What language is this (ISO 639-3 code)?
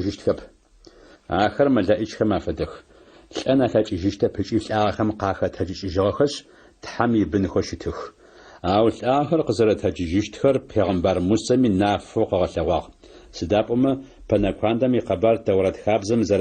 ady